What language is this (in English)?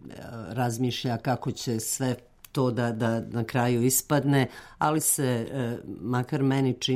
Serbian